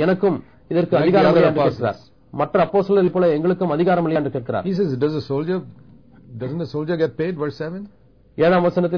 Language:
Tamil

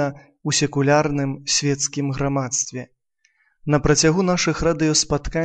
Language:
Belarusian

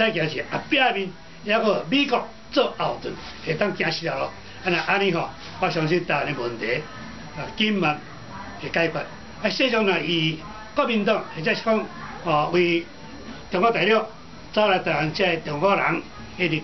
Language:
Min Nan Chinese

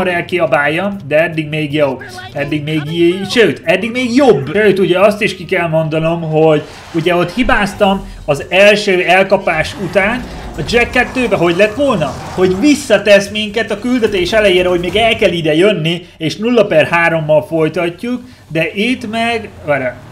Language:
Hungarian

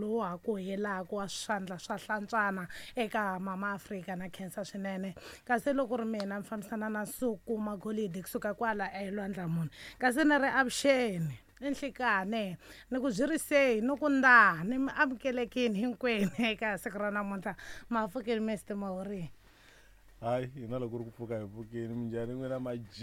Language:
Tsonga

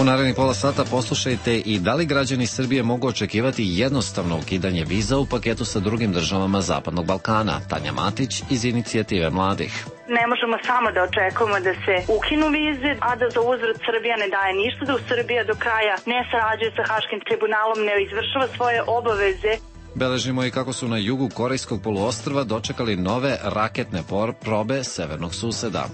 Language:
Serbian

